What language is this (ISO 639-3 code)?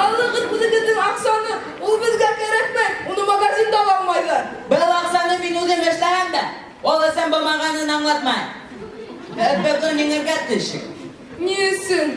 bak